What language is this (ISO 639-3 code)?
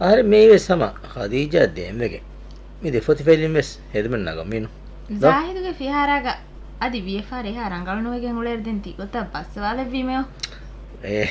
div